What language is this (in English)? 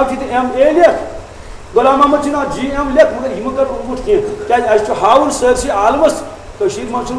Kashmiri